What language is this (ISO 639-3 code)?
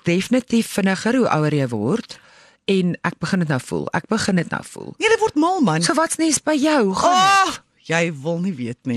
afr